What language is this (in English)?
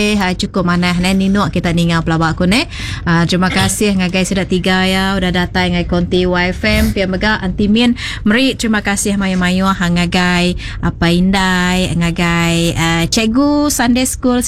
Iban